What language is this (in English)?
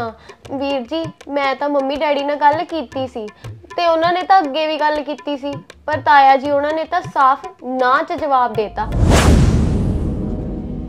Punjabi